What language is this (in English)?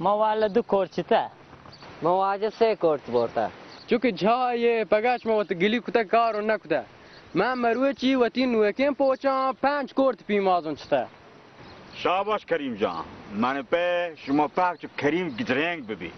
Baluchi